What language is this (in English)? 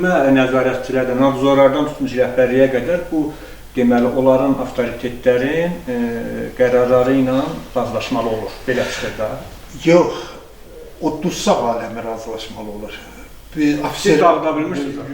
Azerbaijani